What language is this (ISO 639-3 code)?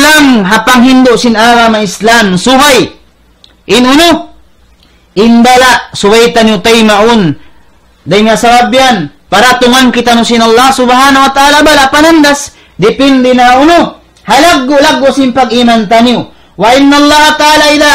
tsg